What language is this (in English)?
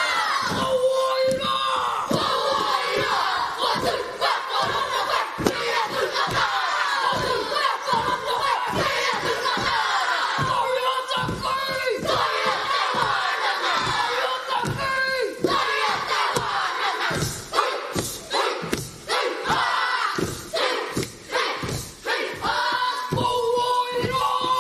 Māori